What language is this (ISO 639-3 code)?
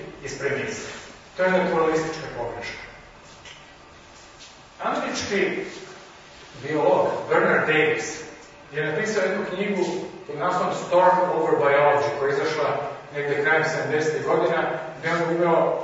hrv